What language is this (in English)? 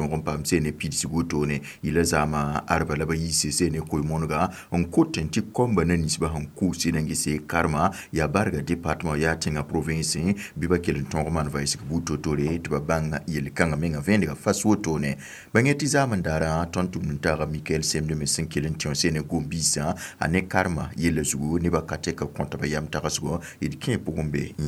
Mossi